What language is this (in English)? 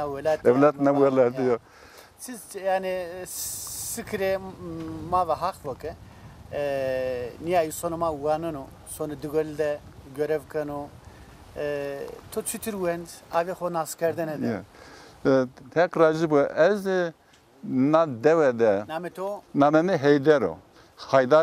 Zaza